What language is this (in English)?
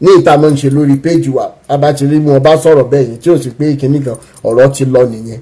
Yoruba